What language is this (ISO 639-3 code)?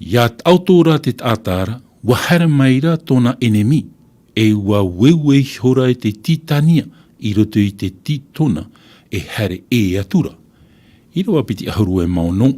tah